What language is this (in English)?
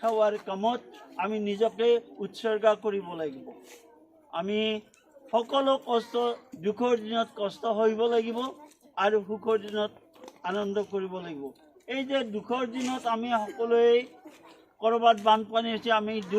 Assamese